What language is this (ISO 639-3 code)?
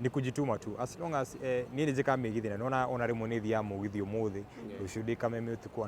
kik